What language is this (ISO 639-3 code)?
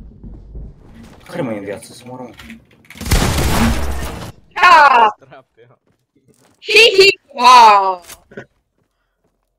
ron